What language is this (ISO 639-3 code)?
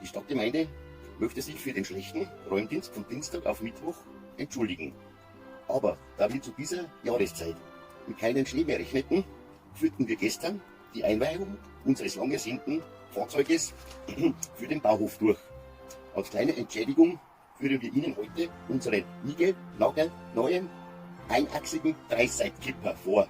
bar